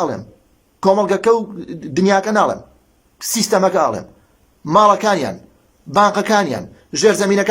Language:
Central Kurdish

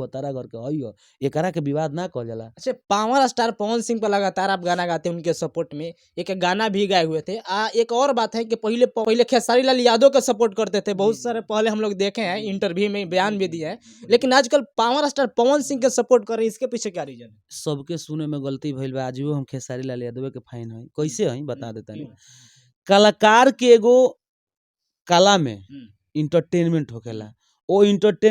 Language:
Bhojpuri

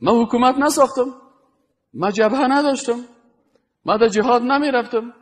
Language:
Persian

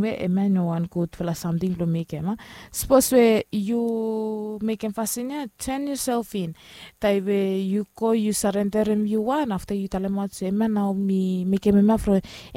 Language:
Bislama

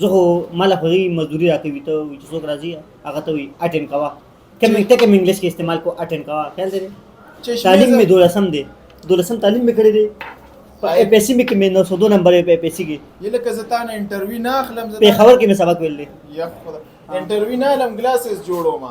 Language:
Pashto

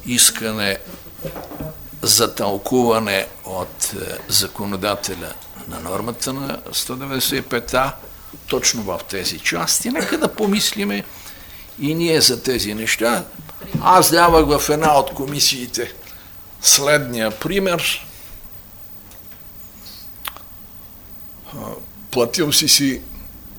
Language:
Bulgarian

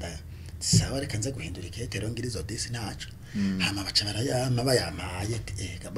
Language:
Rundi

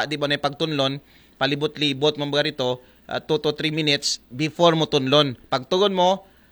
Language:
Aklanon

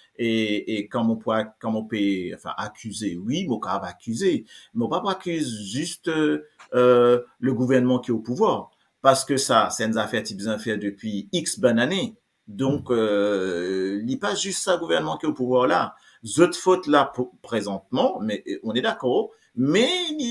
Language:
Morisyen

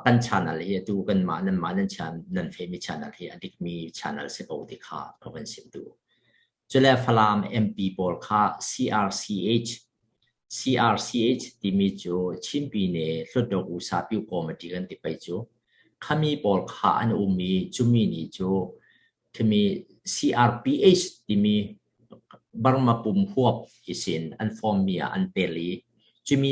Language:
Falam Chin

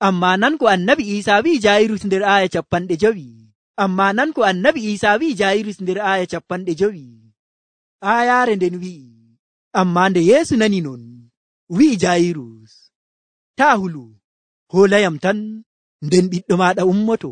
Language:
Nigerian Fulfulde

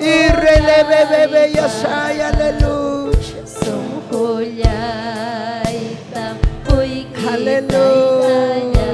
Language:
Ayacucho Quechua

